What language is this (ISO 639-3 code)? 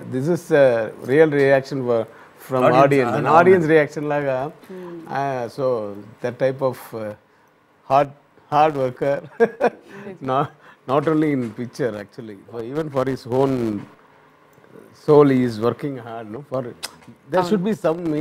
tel